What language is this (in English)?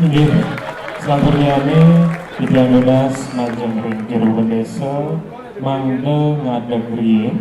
Balinese